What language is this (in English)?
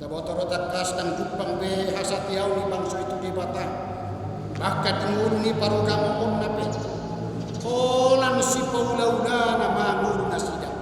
Batak Toba